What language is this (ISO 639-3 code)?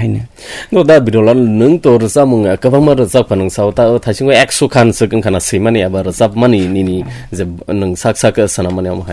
trp